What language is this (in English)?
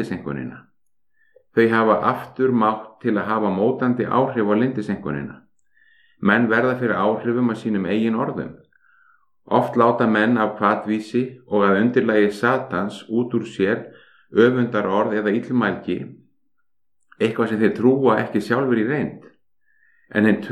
Icelandic